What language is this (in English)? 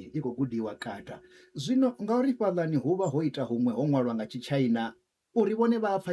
Venda